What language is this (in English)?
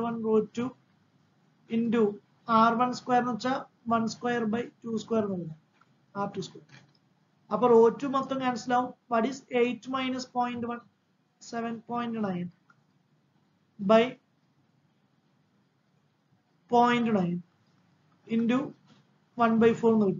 Malayalam